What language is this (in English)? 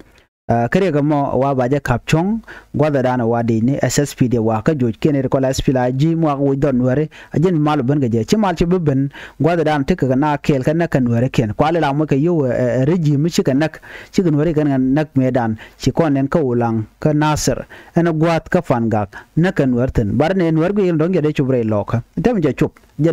Nuer